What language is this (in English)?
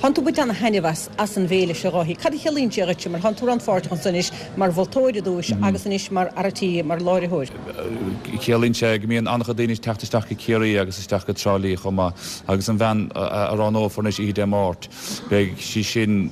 Irish